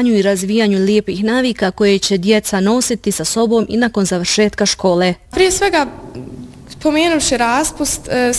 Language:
Bosnian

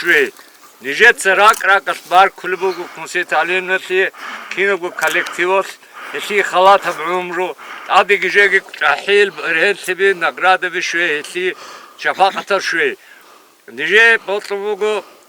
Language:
Avaric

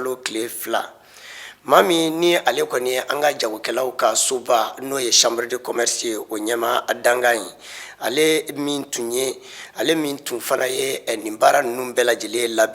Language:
Bambara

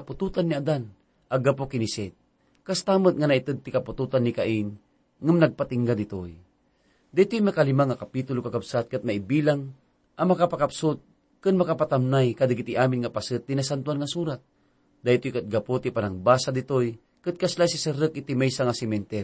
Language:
Iloko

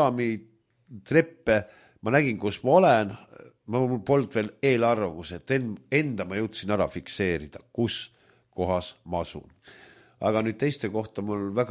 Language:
Estonian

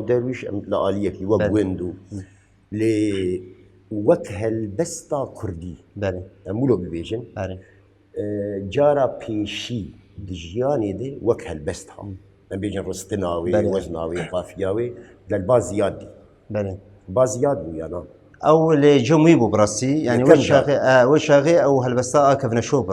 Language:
Kurdish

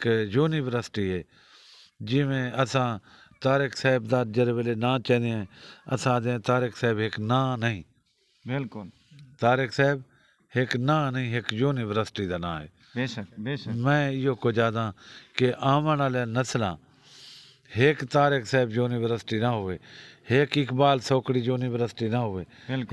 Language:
Saraiki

